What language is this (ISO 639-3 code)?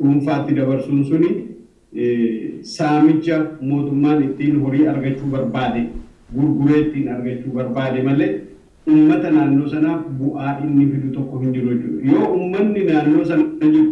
orm